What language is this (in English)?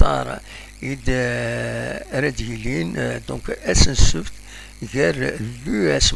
Kabyle